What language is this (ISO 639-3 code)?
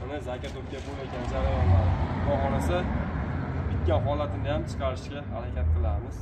uzb